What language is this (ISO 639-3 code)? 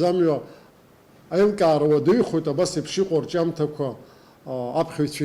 abk